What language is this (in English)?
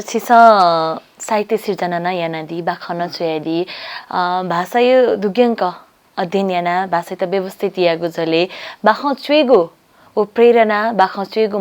Newari